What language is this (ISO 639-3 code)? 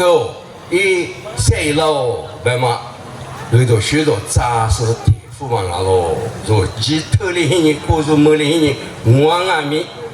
lis